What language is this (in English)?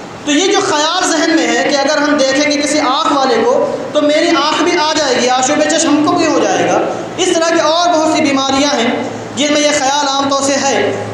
Urdu